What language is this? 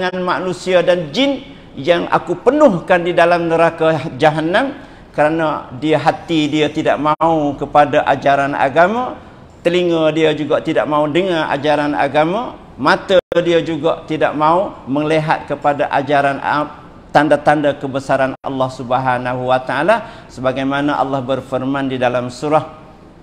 Malay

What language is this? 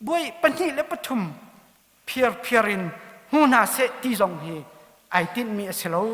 Hakha Chin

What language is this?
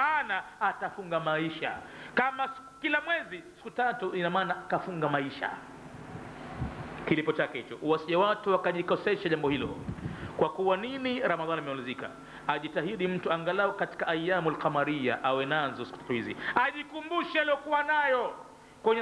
Swahili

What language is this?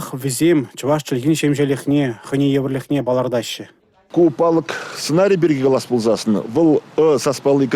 Chuvash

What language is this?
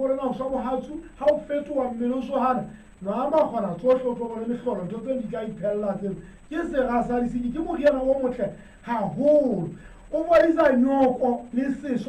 Southern Sotho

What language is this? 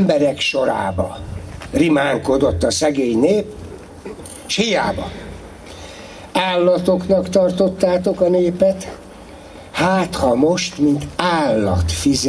Hungarian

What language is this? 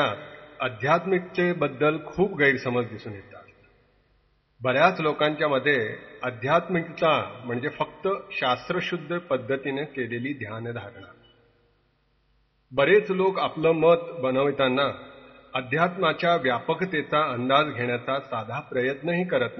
Marathi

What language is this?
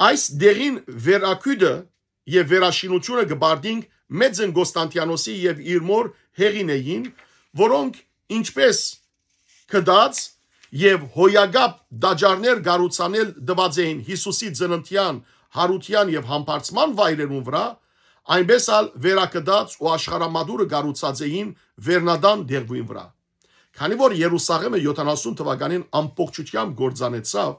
Western Armenian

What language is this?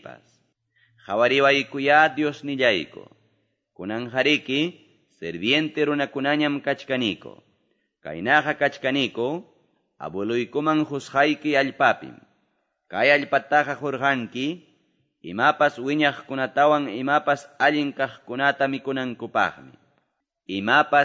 Ayacucho Quechua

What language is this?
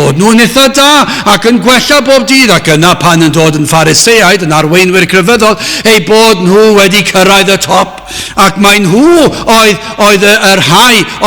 Welsh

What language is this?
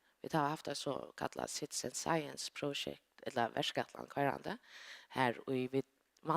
Faroese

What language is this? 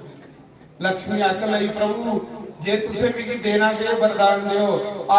Dogri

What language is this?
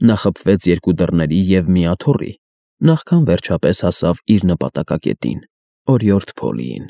Armenian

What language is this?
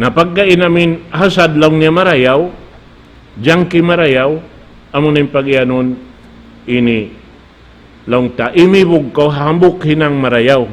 Tausug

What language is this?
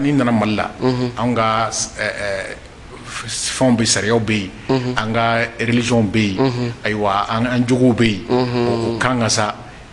Bambara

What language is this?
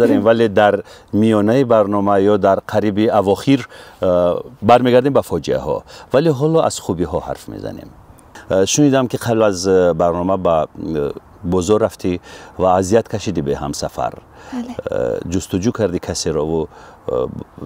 Tajik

